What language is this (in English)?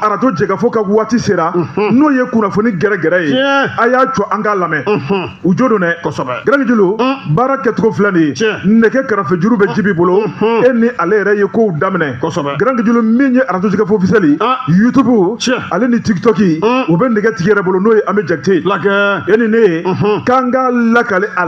Bambara